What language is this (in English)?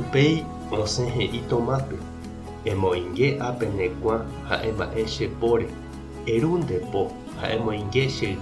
Guarani